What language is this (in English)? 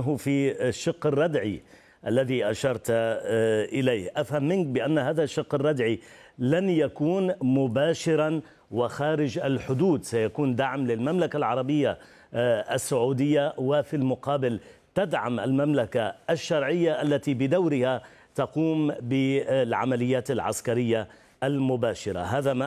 Arabic